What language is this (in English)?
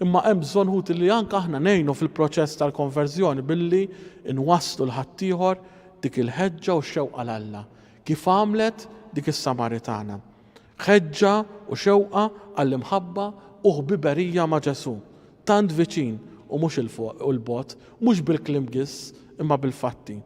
Maltese